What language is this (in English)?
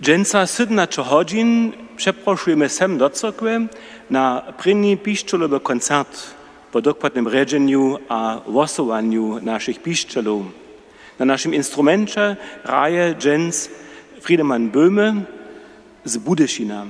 Upper Sorbian